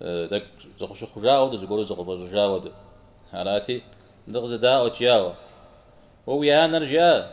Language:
Kabardian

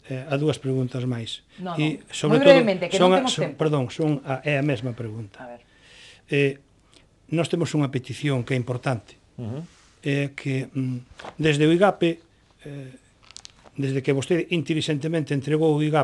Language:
Galician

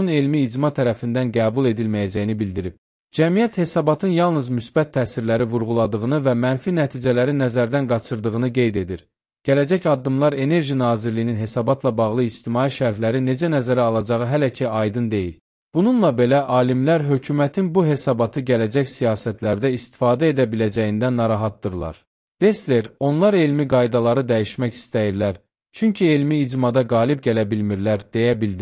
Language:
Azerbaijani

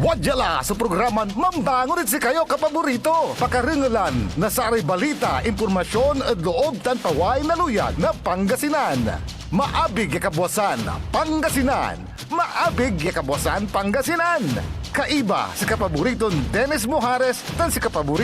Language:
Pangasinan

